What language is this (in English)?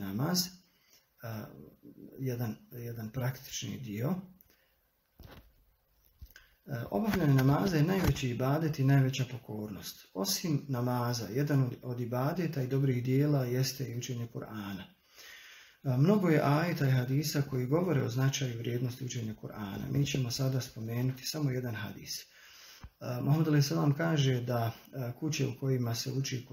Bosnian